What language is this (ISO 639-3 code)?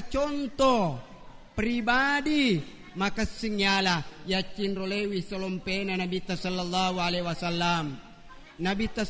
bug